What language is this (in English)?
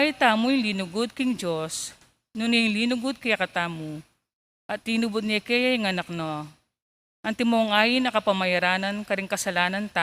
Pampanga